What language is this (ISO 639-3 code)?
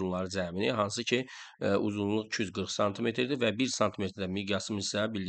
aze